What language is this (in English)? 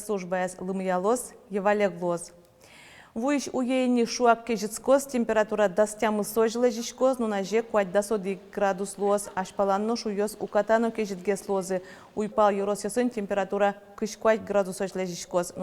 Udmurt